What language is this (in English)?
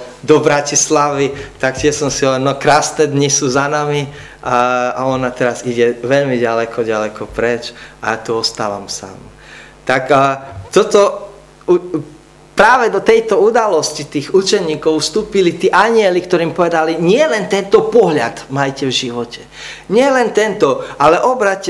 Slovak